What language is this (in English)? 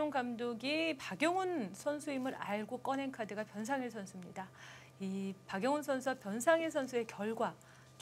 Korean